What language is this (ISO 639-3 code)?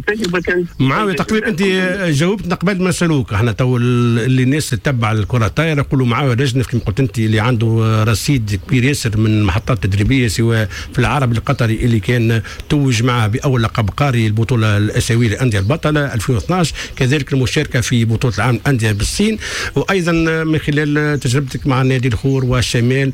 aeb